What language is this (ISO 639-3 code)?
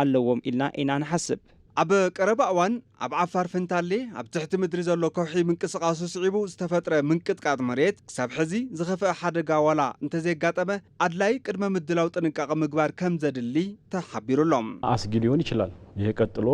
tir